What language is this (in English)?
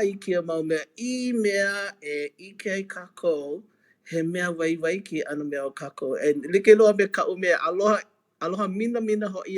Hawaiian